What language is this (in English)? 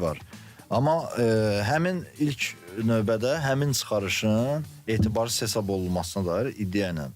Azerbaijani